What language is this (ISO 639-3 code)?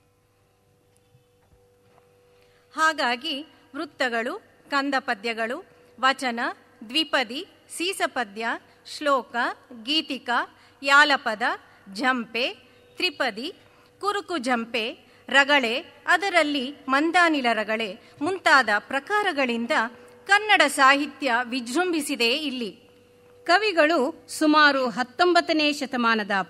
kan